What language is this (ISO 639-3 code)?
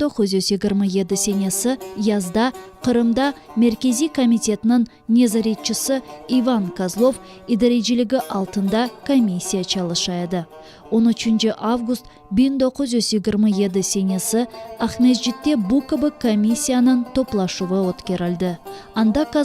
crh